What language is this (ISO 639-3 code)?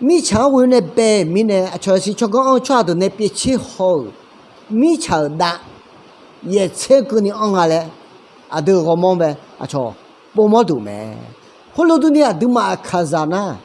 ahk